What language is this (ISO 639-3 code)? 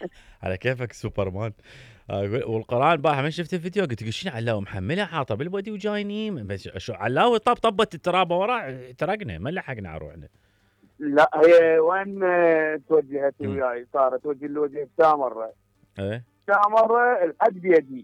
acm